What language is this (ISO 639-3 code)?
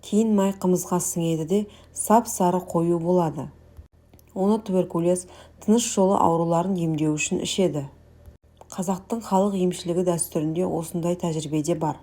kaz